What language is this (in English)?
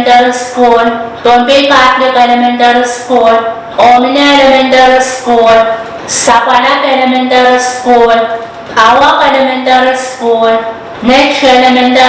Pohnpeian